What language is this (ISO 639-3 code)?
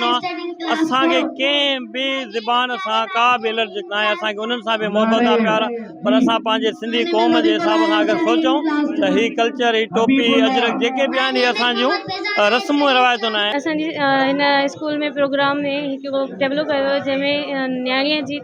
snd